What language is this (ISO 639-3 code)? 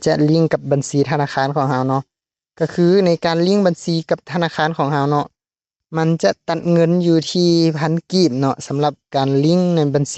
lao